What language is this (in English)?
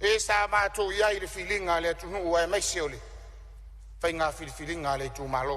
Samoan